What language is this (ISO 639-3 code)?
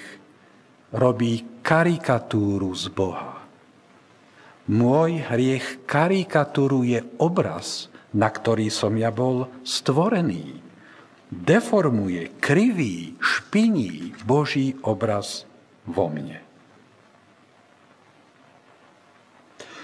slk